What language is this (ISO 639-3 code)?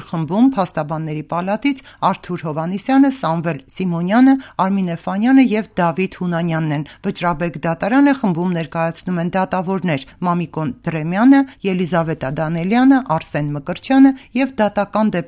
hye